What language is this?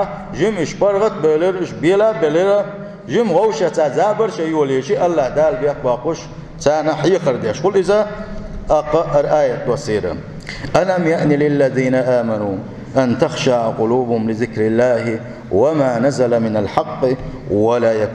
Chechen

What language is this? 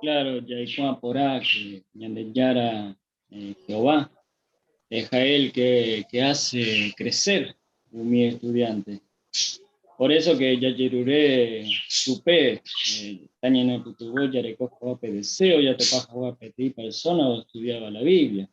Guarani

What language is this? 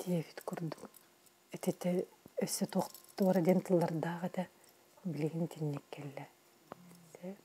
Yakut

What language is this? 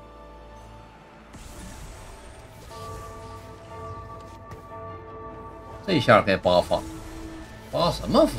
Chinese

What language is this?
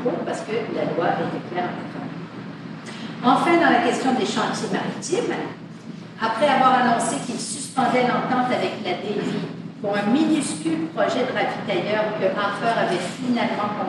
French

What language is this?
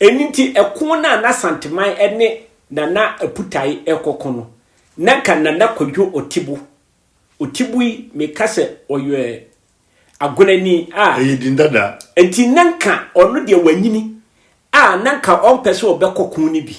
Akan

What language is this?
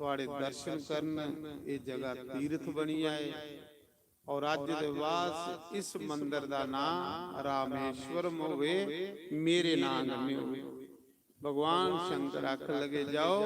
Dogri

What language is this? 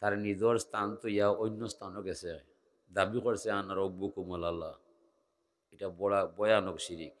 Sylheti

